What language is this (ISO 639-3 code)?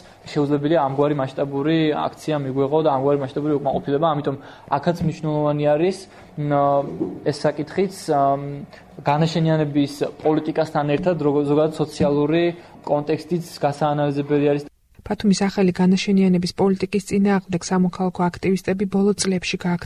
kat